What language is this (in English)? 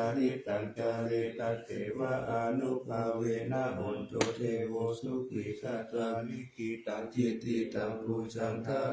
Pali